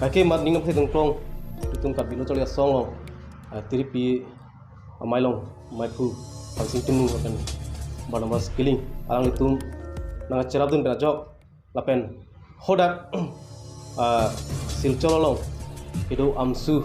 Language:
Karbi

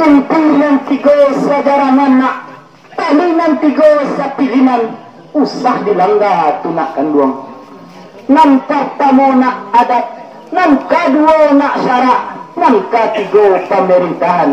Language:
Minangkabau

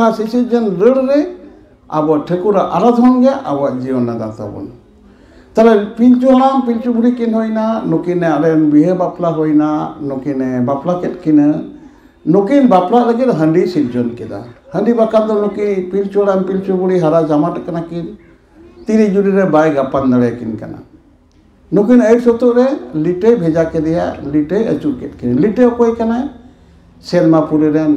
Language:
Santali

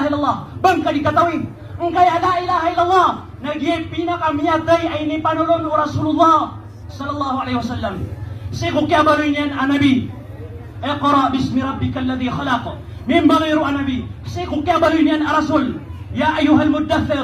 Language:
Maranao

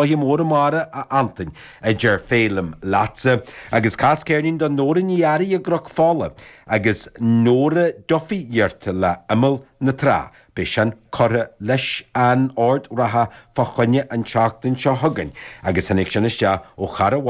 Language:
Irish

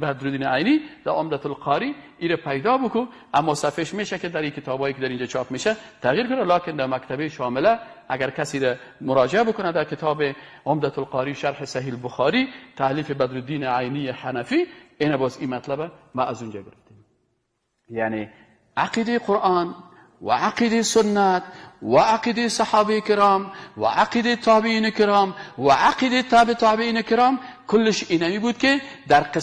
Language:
Persian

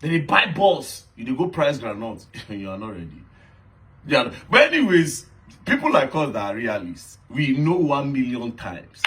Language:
Nigerian Pidgin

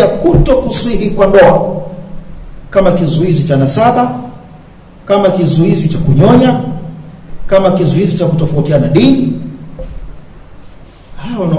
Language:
Swahili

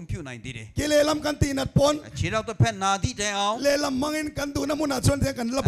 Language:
Mizo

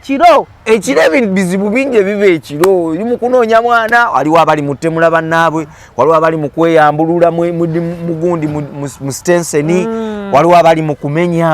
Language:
Ganda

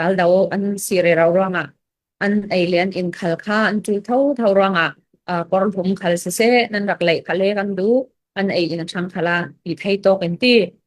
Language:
Falam Chin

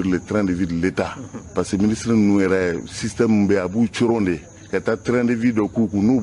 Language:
Bambara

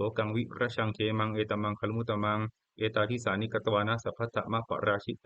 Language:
Pali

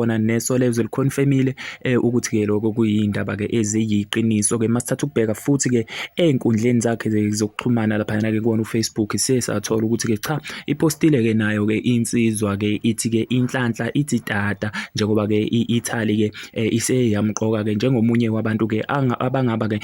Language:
Zulu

